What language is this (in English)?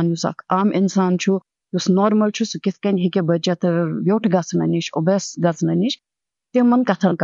Kashmiri